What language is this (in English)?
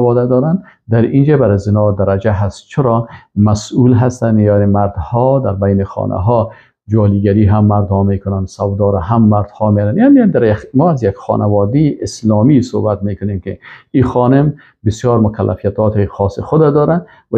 Persian